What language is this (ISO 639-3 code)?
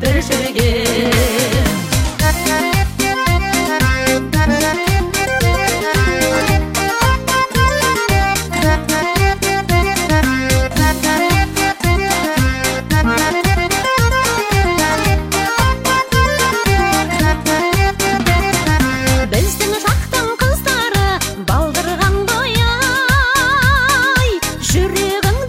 kaz